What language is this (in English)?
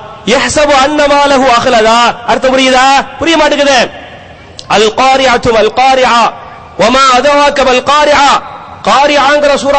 Tamil